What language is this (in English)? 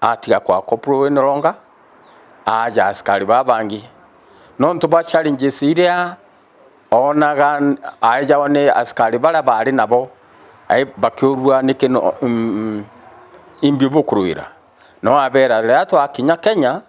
Meru